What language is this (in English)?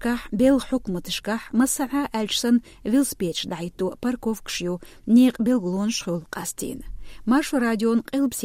Chechen